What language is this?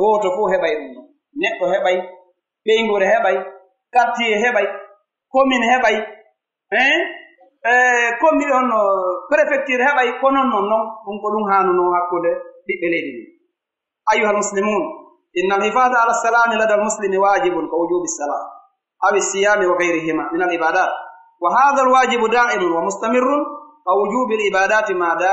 Pular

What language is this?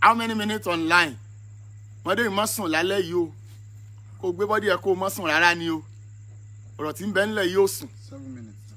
Yoruba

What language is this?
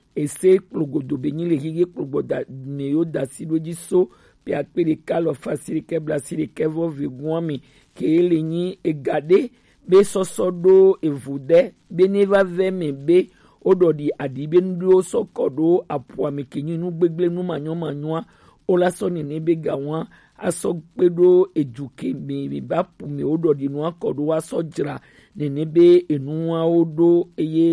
Gen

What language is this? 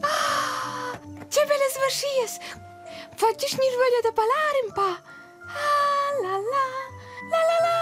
Romansh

